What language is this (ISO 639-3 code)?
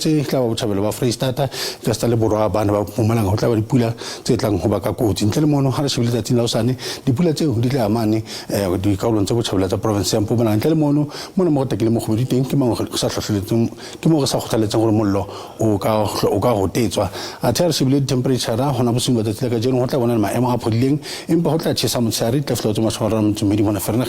sot